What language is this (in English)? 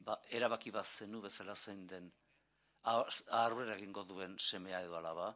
Basque